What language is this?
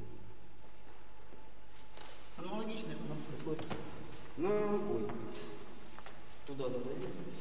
Russian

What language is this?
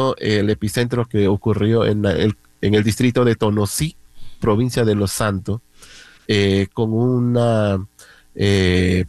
Spanish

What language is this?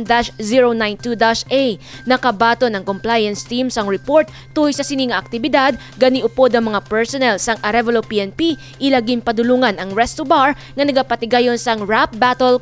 Hiligaynon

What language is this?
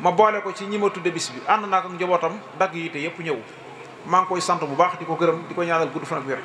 Wolof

